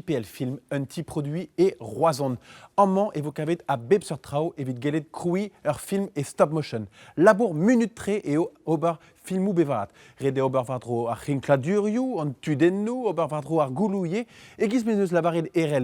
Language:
Breton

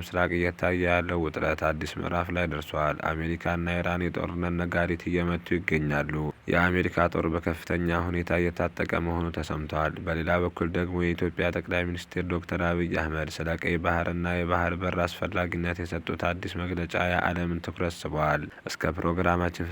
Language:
Amharic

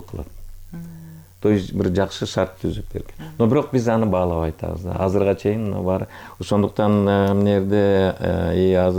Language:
Kyrgyz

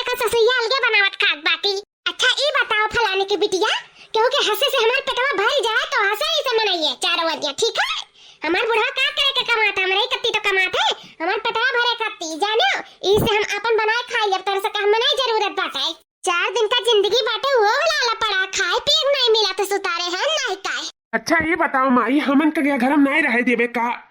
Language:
Awadhi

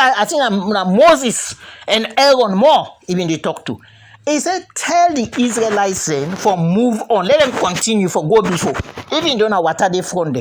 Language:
Krio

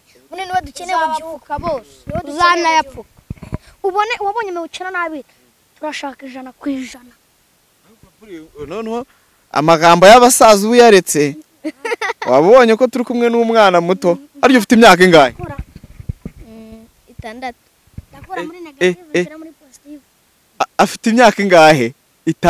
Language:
Kinyarwanda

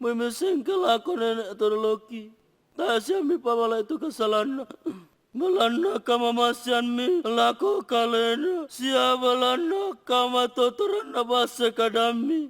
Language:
Toraja-Sa'dan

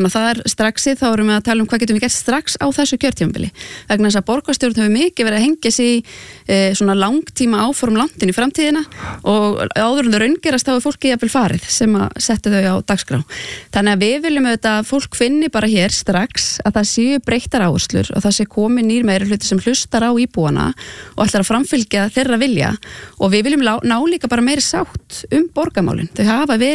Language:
Icelandic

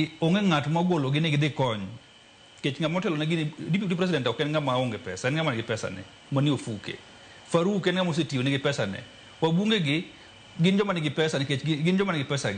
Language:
Luo (Kenya and Tanzania)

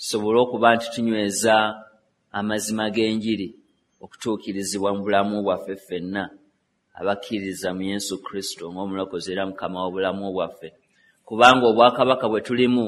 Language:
Ganda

